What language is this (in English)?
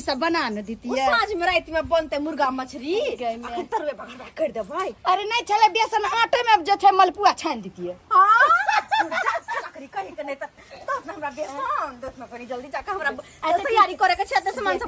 Maithili